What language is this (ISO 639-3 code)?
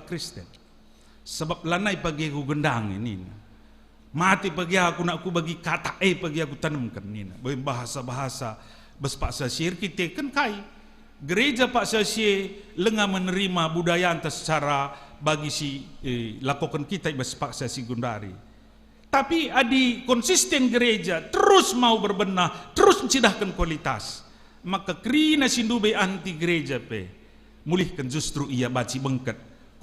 btx